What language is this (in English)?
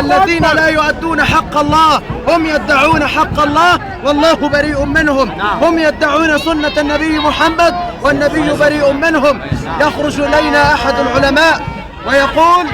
Egyptian Arabic